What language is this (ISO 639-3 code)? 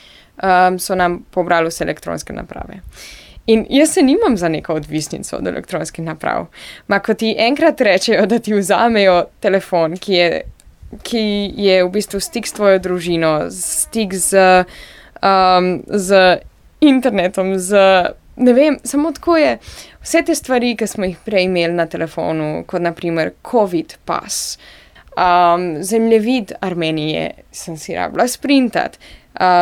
slv